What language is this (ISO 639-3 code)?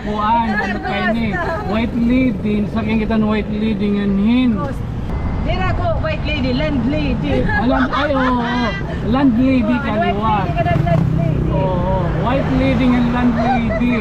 war